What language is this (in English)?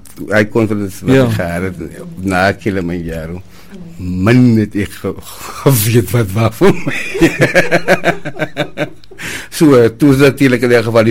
Afrikaans